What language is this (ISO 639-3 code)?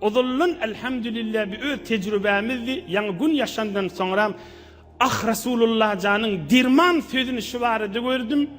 tuk